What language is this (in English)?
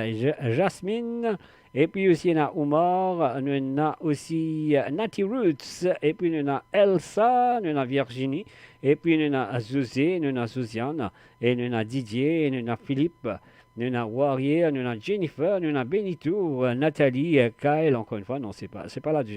Morisyen